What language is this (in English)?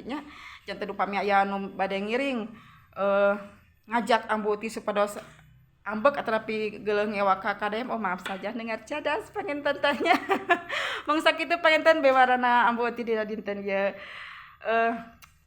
Sundanese